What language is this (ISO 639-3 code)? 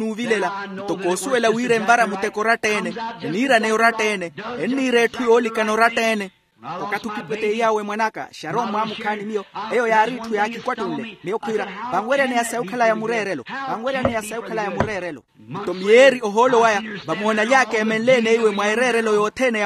vmw